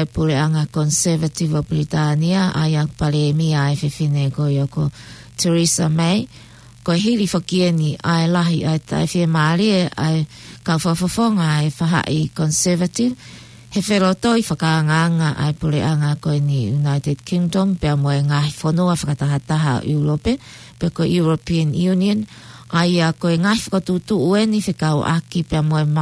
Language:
Tongan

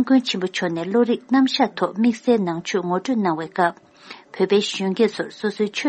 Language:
Tibetan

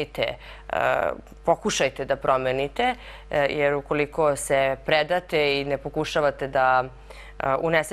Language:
Serbian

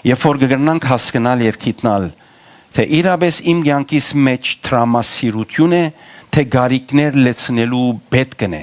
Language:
Western Armenian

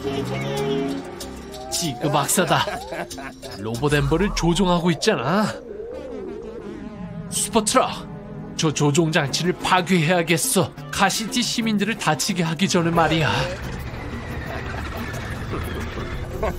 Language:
Korean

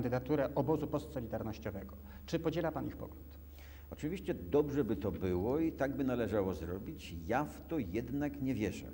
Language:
Polish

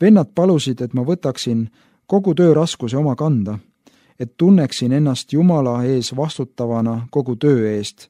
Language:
Estonian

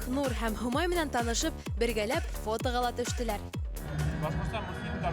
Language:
Bashkir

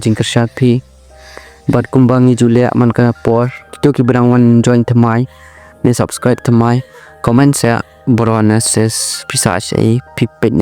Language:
Khasi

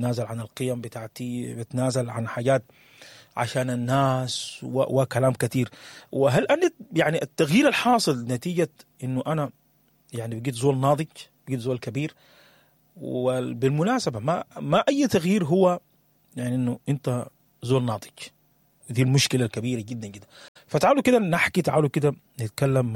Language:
Sudanese Arabic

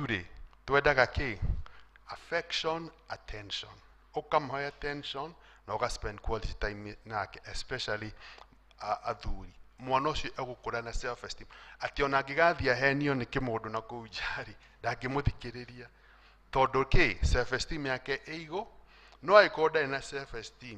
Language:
Kikuyu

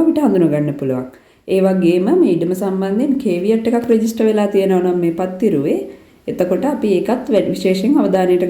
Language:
Sinhala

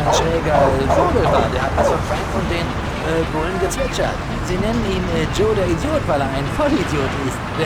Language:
Bavarian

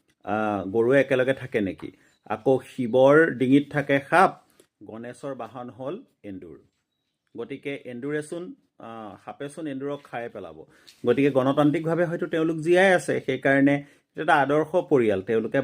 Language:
Assamese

